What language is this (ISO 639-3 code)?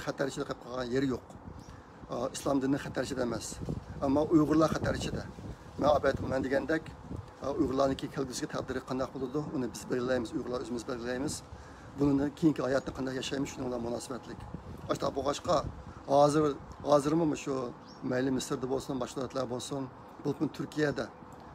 uig